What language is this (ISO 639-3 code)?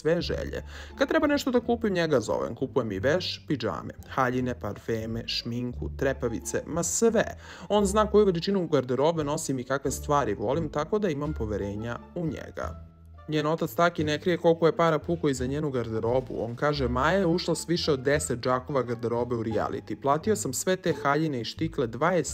srp